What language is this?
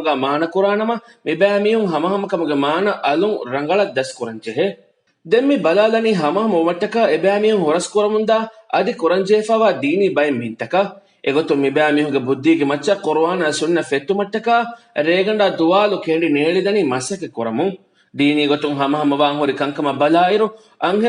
Divehi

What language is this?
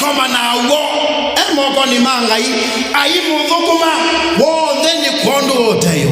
Kamba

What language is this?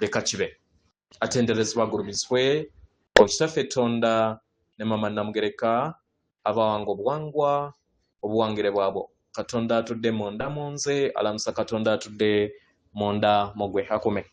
Ganda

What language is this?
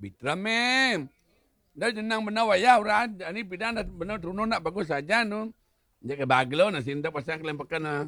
Balinese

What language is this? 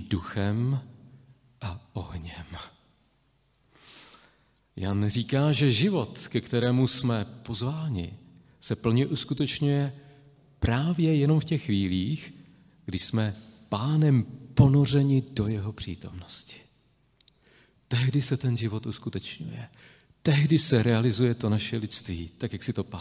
Czech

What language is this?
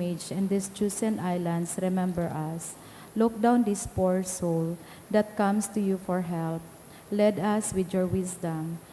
Bikol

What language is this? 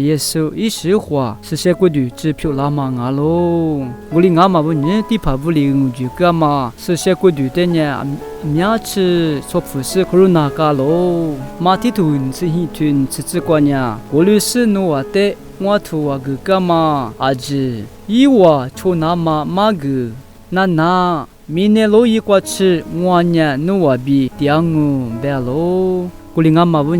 Lisu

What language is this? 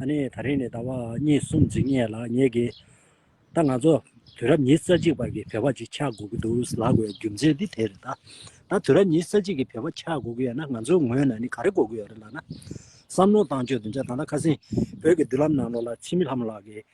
Tibetan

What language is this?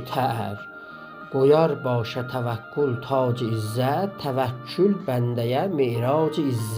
South Azerbaijani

